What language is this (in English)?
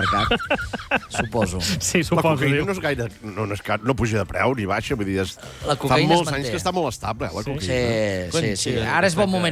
Catalan